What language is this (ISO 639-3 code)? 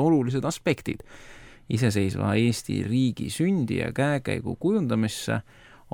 est